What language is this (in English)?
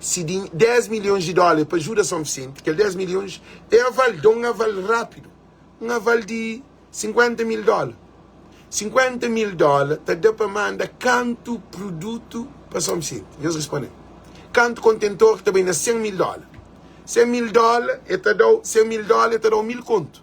Kabuverdianu